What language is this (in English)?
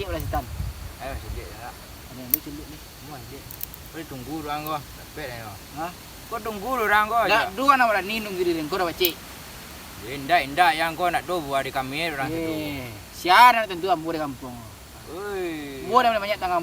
Minangkabau